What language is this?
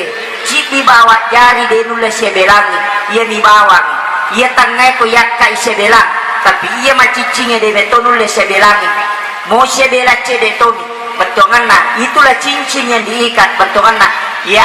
Buginese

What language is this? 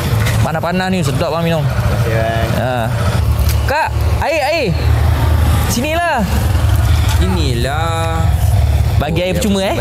Malay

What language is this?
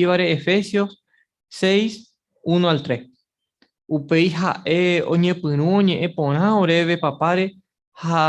Guarani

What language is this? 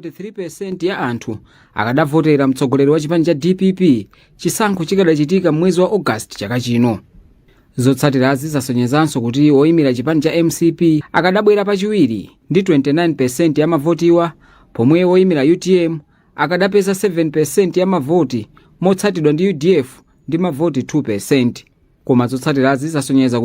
Nyanja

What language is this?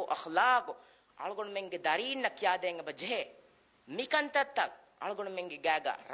Divehi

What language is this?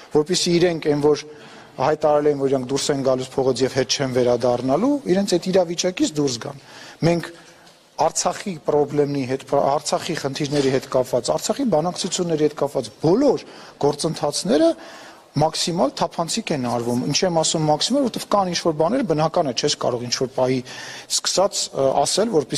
Armenian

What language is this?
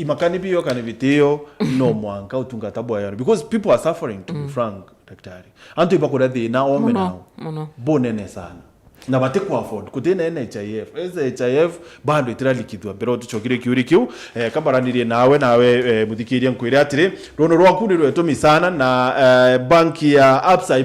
Meru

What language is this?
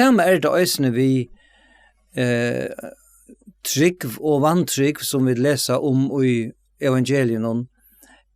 Faroese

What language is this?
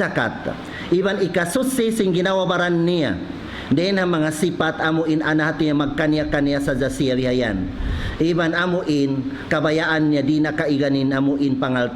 Tausug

